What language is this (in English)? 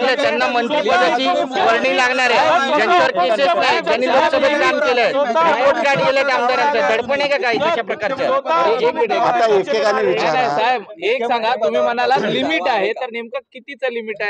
Marathi